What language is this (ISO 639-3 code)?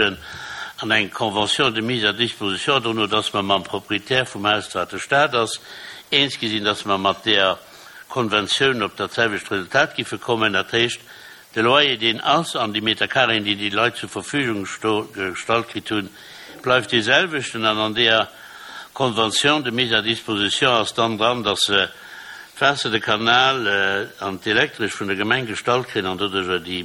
ltz